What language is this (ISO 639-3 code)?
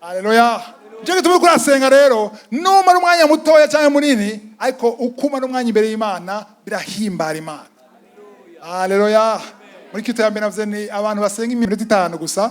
run